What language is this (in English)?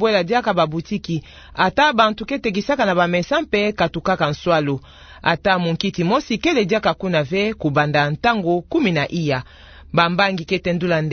Kituba (Democratic Republic of Congo)